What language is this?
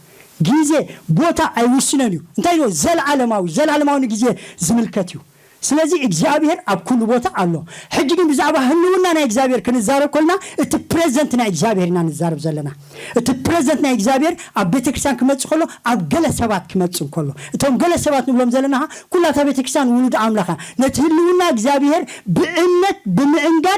Tigrinya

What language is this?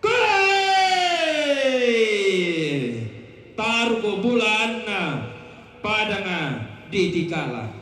Toraja-Sa'dan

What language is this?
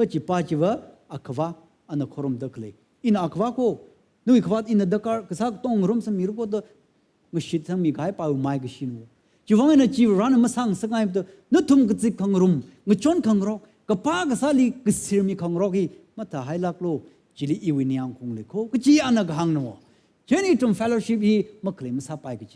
Tangkhul Naga (India)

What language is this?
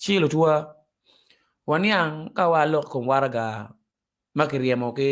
Acoli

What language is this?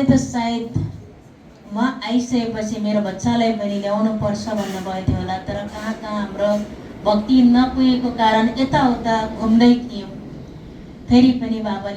Nepali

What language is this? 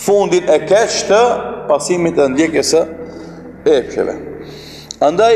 Albanian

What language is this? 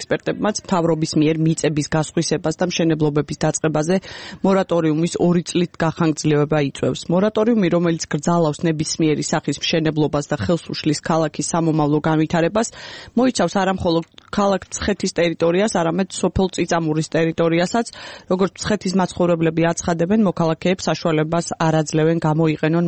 Georgian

